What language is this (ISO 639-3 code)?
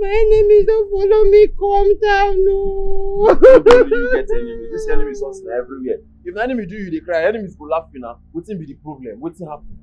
pcm